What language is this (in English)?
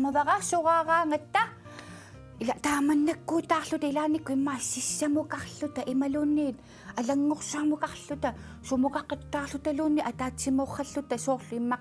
Kalaallisut